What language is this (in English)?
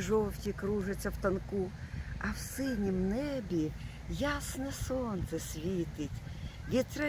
Ukrainian